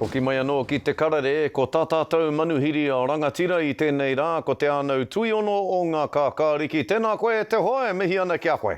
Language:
Māori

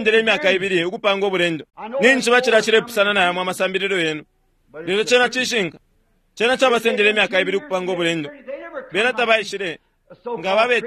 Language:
Bemba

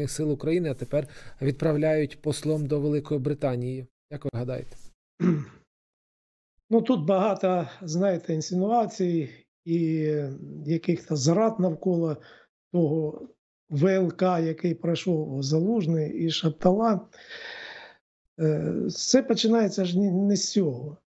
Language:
Ukrainian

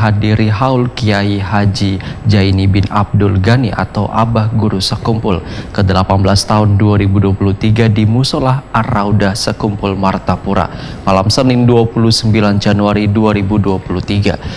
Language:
Banjar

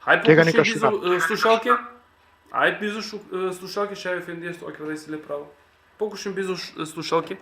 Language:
Balkan Romani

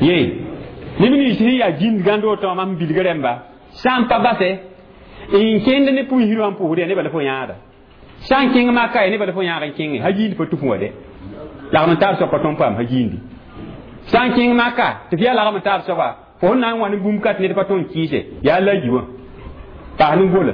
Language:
Mossi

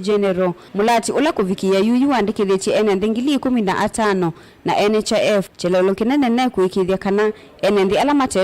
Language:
Kamba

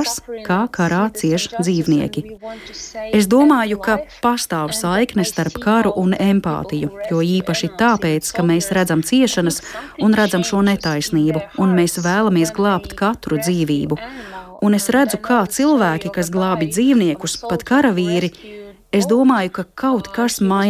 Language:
Latvian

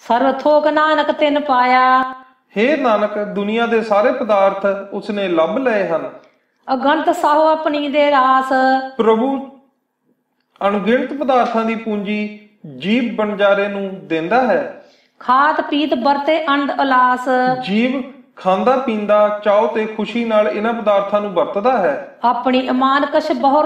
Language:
Punjabi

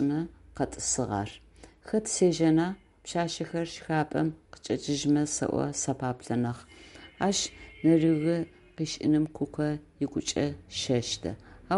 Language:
Adyghe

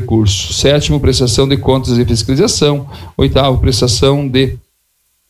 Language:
Portuguese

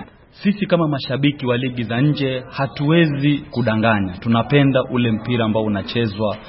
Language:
Swahili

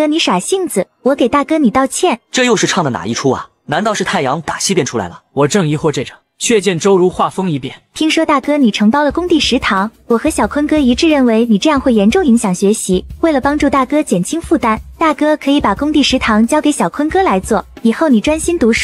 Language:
Chinese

